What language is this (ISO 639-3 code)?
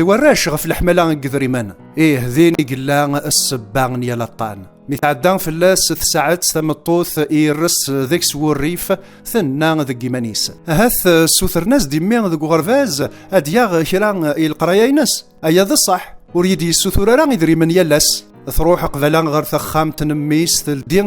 kab